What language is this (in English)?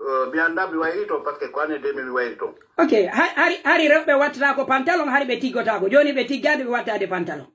Pular